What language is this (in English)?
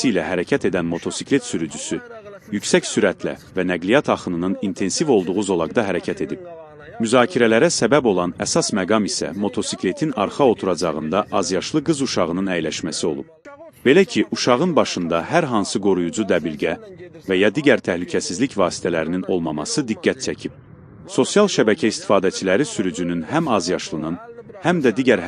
Azerbaijani